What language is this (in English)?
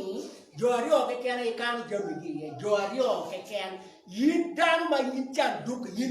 Acoli